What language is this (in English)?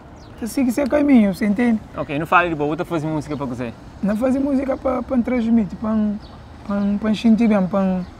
Kabuverdianu